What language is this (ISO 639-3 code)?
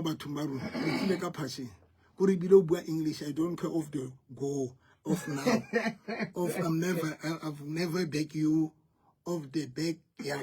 sot